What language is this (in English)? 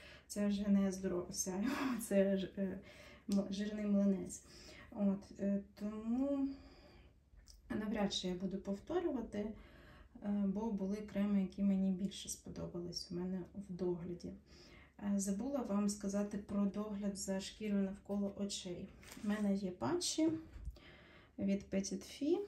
Ukrainian